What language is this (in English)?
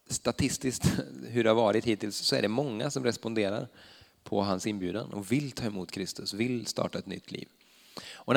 Swedish